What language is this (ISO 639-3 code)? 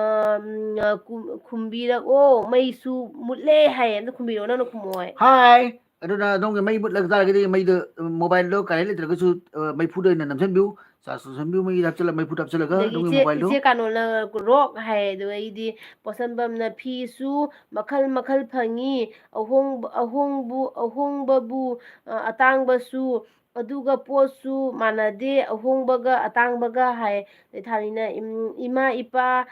mni